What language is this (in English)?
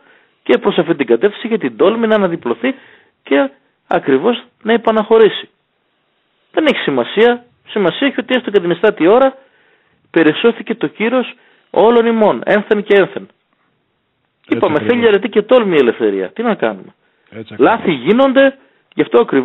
Greek